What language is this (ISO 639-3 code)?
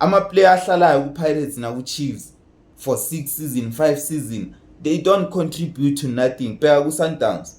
zul